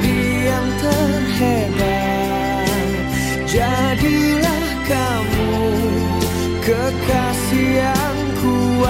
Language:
Indonesian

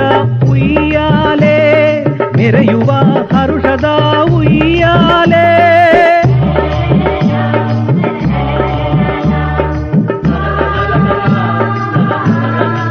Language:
Kannada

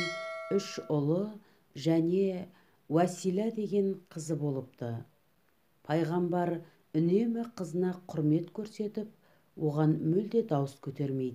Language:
Kazakh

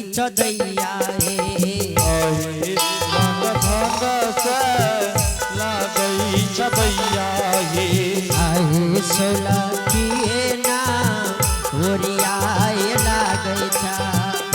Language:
Angika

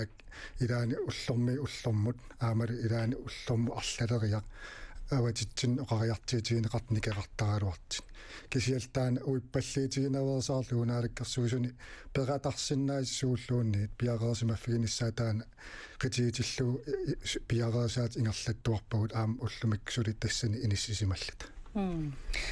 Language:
Kalaallisut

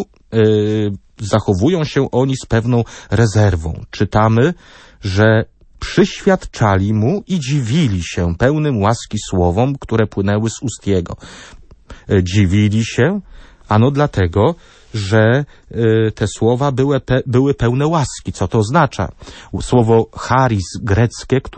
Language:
Polish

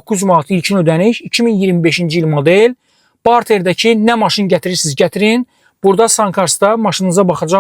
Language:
Azerbaijani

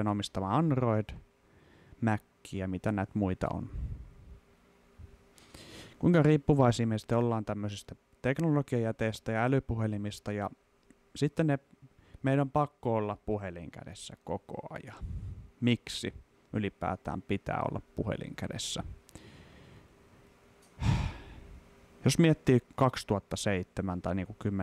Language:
Finnish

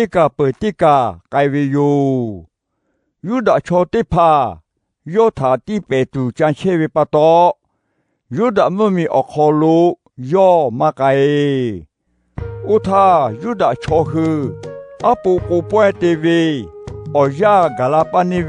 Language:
Lahu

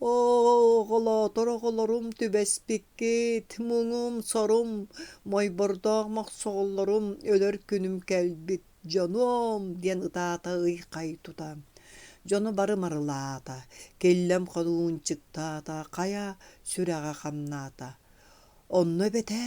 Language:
Yakut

